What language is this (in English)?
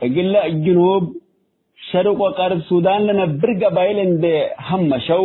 Tigre